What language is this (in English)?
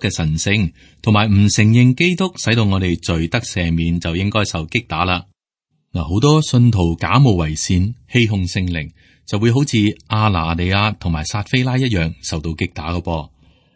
Cantonese